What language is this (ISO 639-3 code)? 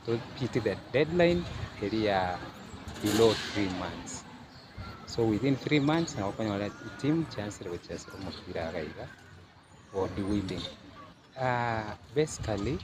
guz